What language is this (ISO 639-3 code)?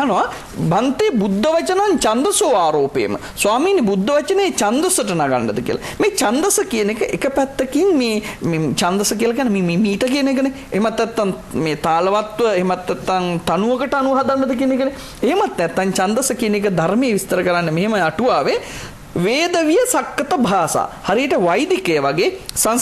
sin